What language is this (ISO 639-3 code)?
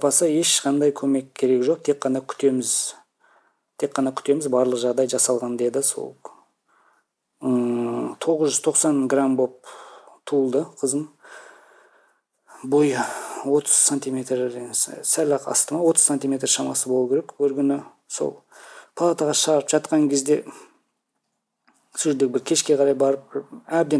kaz